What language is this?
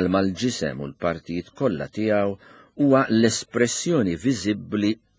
Maltese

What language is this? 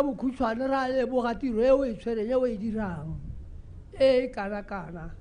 Tswana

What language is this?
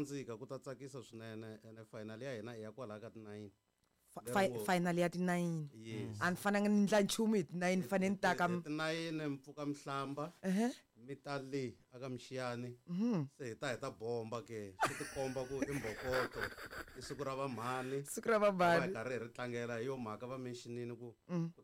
Tsonga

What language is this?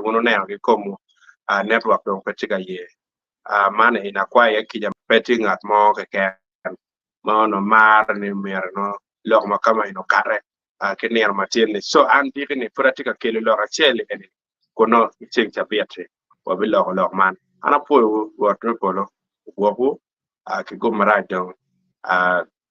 Acoli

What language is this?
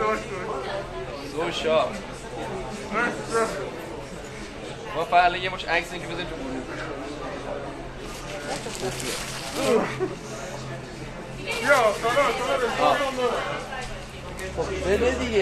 Persian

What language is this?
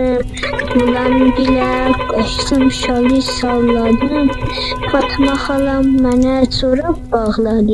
South Azerbaijani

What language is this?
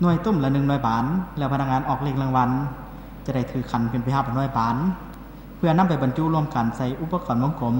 Lao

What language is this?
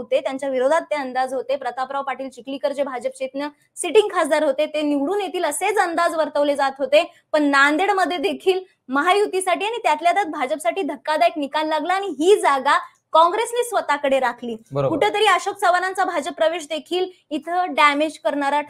Marathi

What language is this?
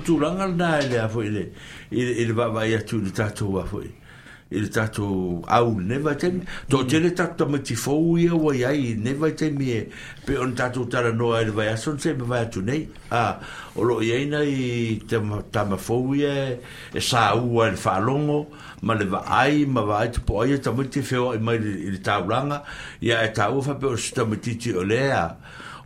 Samoan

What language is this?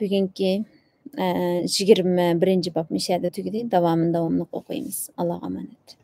Uyghur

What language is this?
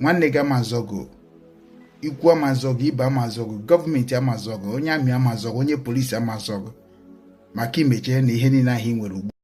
Igbo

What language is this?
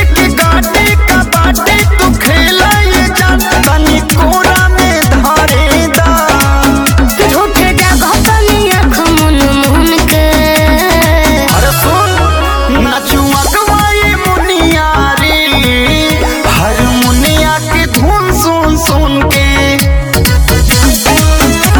Bhojpuri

